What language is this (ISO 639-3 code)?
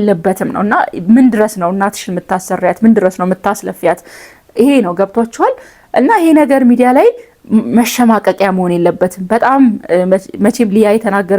amh